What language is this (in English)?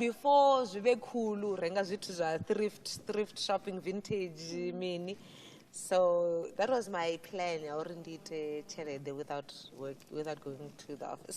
Venda